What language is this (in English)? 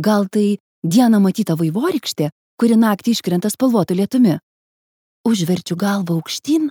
Lithuanian